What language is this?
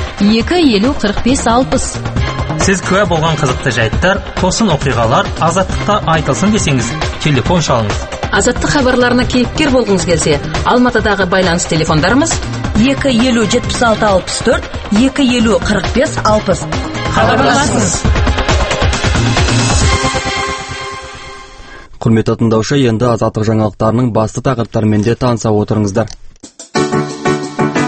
Kazakh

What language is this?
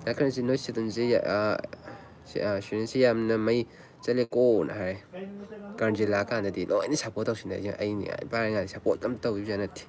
Manipuri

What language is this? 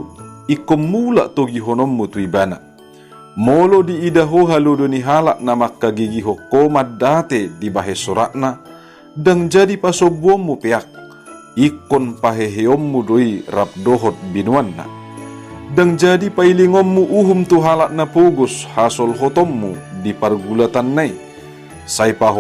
Batak Toba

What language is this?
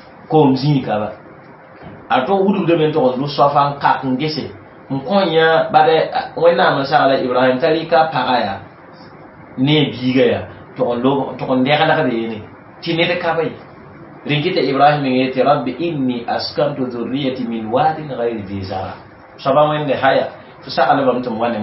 Mossi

